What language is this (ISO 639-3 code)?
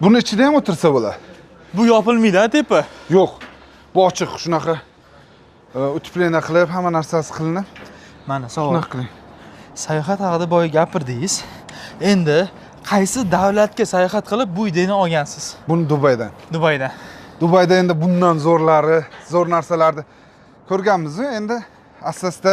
uzb